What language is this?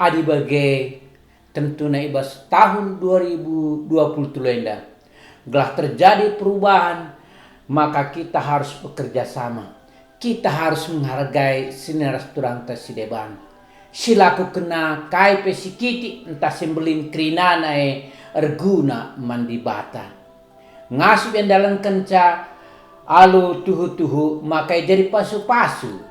Batak Karo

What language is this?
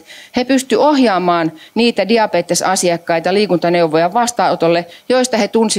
Finnish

